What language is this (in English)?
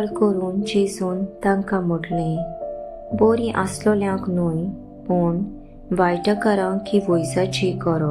Konkani